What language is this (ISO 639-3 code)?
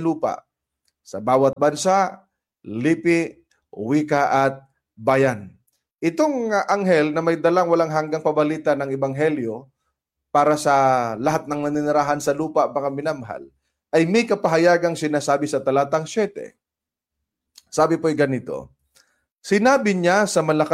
fil